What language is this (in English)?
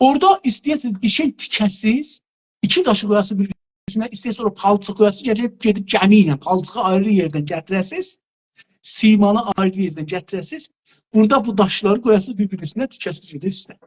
South Azerbaijani